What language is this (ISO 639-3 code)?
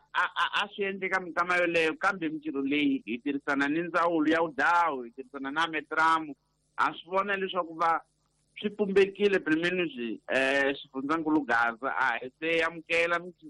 tso